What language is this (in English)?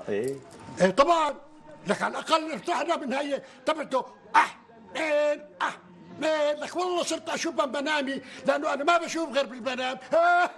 North Levantine Arabic